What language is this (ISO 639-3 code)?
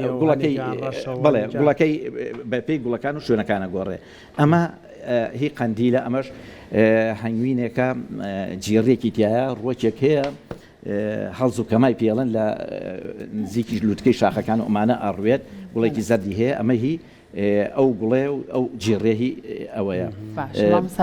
ckb